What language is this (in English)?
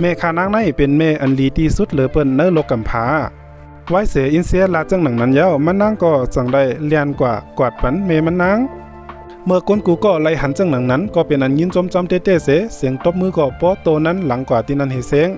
Shan